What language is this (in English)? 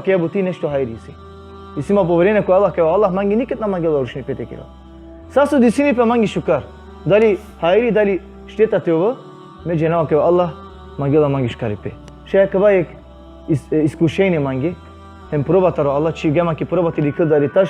Balkan Romani